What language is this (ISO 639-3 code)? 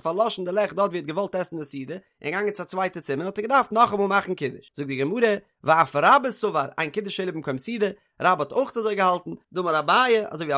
yid